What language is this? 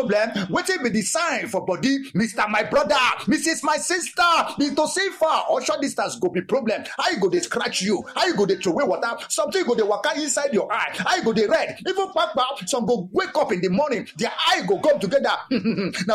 Nigerian Pidgin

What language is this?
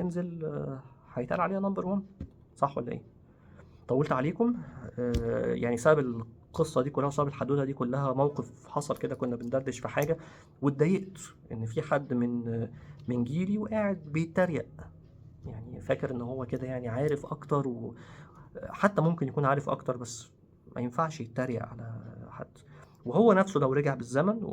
Egyptian Arabic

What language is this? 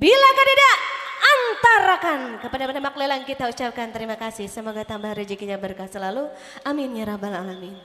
Banjar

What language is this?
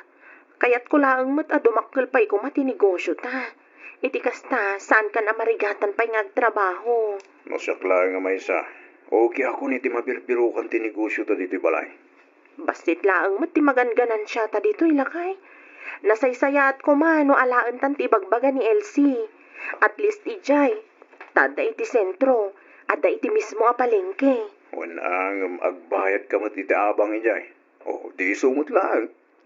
Iloko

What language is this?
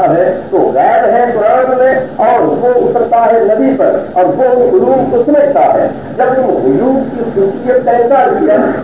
Urdu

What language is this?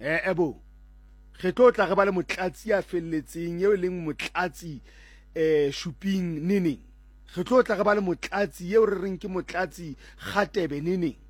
Tswana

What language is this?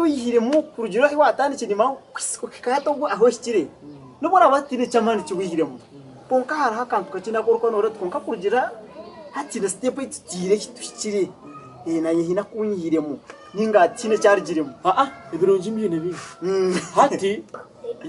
Nyankole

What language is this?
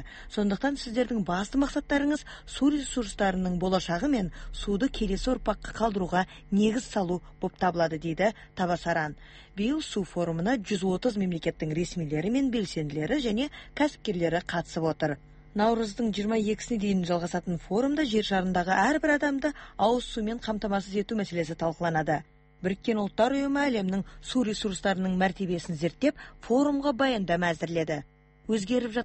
Kazakh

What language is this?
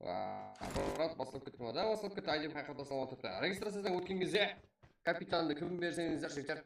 Kara-Kalpak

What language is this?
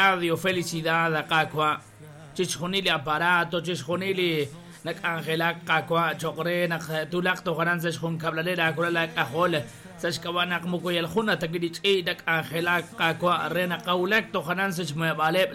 Kekchí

